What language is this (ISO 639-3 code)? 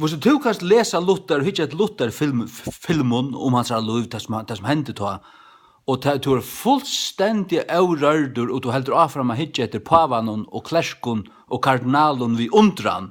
fao